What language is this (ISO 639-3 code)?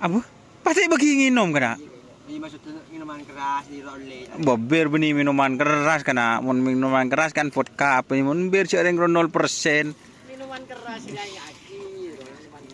mad